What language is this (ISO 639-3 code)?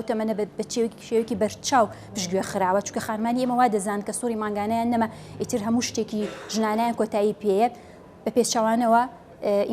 ckb